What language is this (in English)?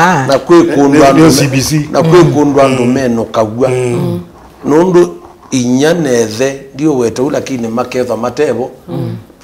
Kamba